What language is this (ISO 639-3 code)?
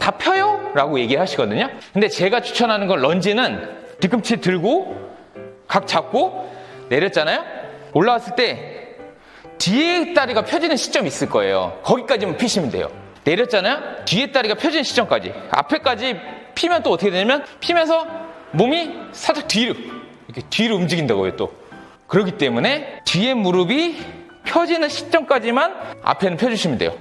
kor